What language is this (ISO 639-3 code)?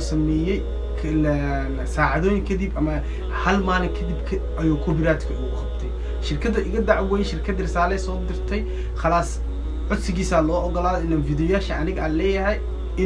som